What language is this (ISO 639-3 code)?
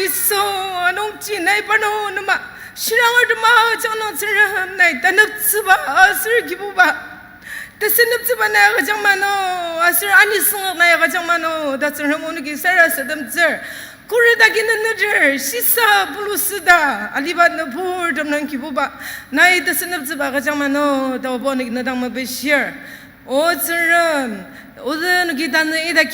njo